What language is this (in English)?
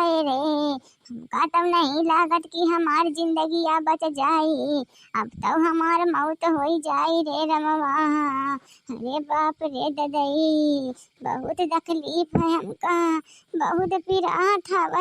Awadhi